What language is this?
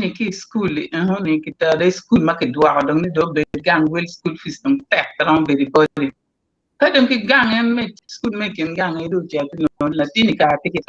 Acoli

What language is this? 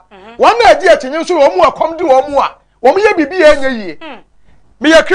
Akan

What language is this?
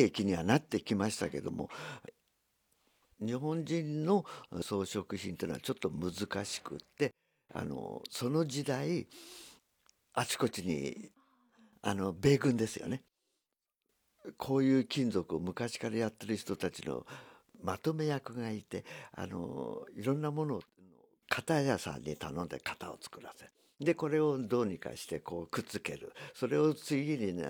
Japanese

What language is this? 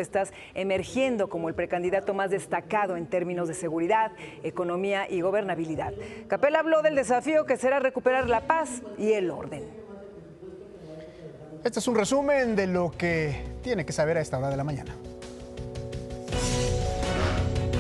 Spanish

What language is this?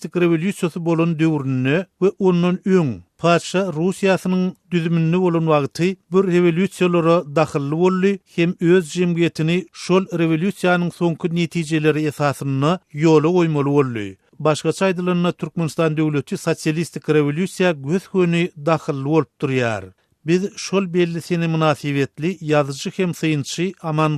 Turkmen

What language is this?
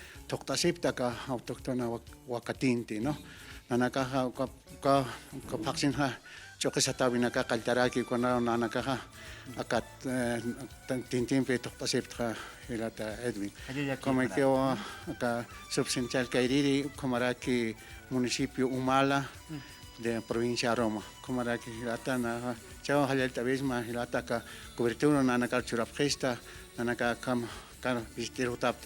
Aymara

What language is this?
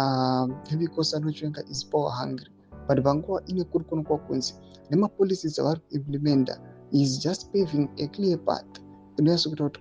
Shona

